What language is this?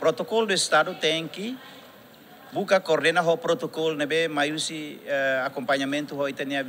Tetum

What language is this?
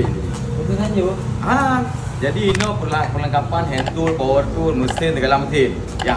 Achinese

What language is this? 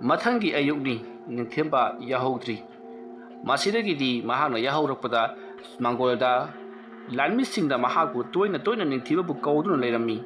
Manipuri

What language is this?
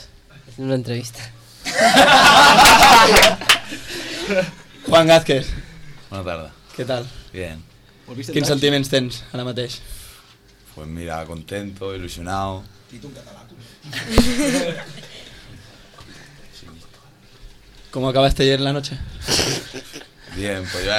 Catalan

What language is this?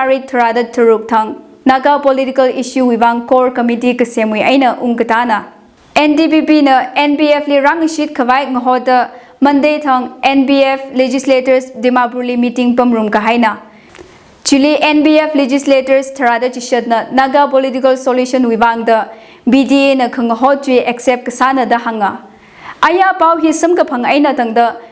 Tangkhul Naga (India)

